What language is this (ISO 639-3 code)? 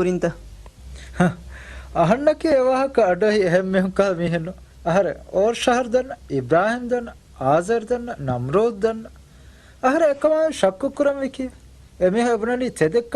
div